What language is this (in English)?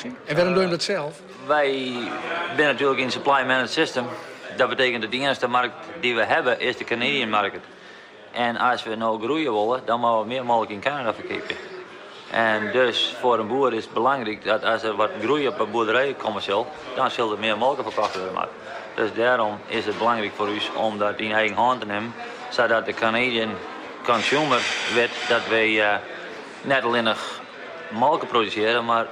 Western Frisian